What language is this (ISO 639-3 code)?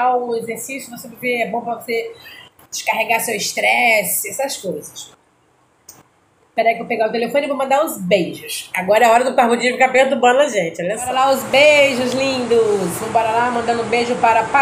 por